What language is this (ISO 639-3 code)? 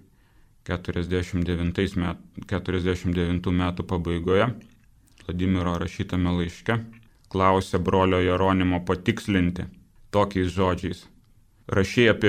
lit